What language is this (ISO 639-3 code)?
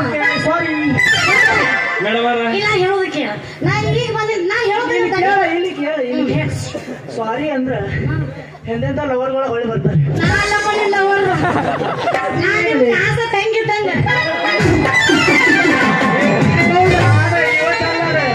kan